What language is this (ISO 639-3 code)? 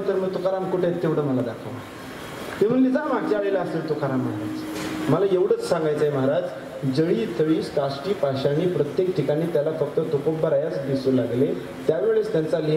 mar